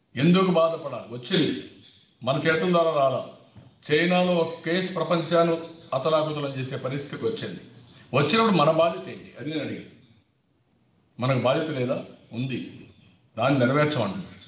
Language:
Telugu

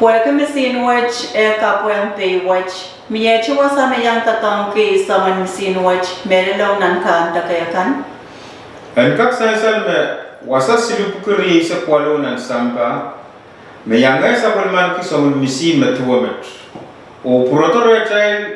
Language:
Pohnpeian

